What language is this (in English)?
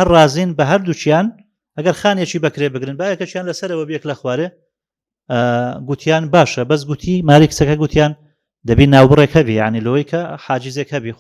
Central Kurdish